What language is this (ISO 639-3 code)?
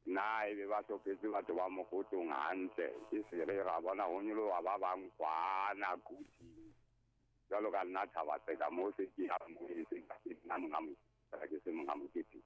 sot